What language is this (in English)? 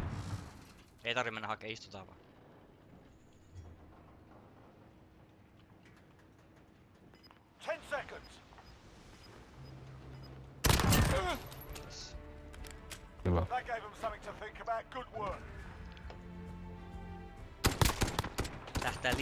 Finnish